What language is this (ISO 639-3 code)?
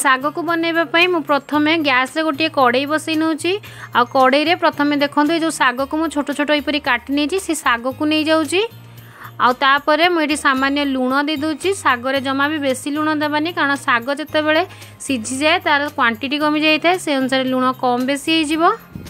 ori